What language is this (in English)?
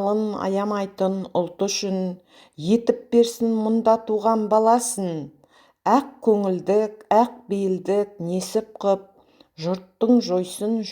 Kazakh